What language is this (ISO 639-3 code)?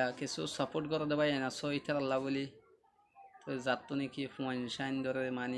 rhg